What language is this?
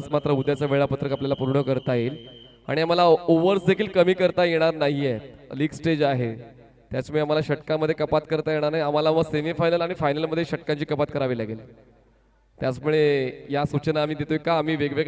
Marathi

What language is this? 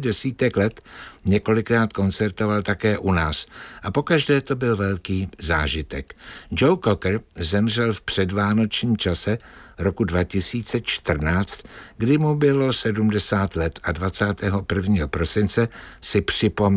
Czech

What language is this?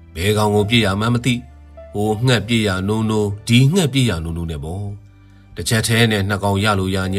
Burmese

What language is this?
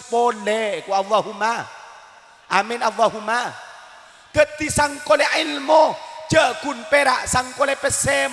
Madurese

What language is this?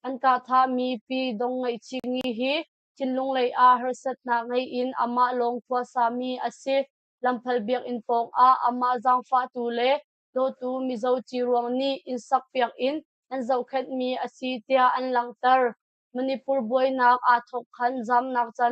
Hakha Chin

